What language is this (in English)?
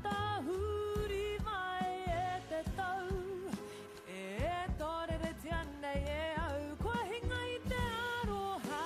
Māori